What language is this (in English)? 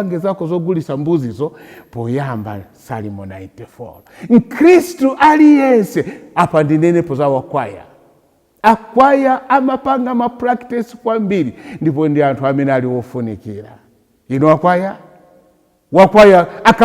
Nyanja